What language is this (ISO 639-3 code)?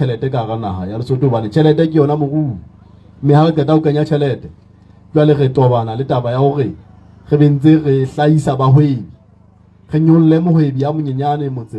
sot